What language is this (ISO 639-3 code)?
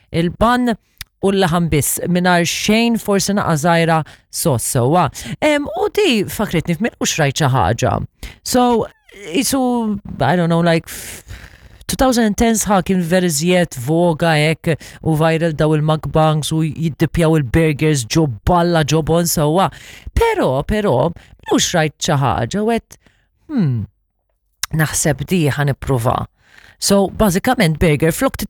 mlt